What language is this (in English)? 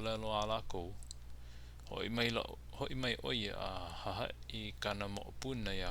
Hawaiian